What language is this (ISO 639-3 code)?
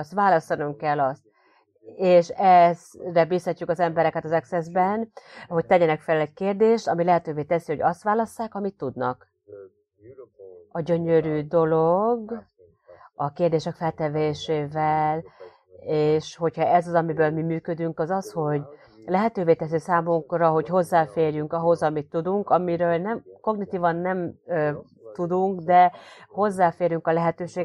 hun